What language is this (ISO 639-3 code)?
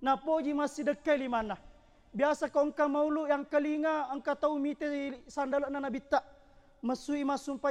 bug